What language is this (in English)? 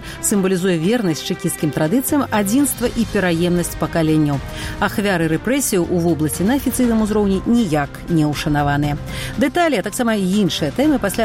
Belarusian